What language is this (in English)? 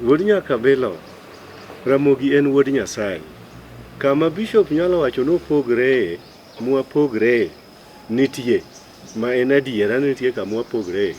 Luo (Kenya and Tanzania)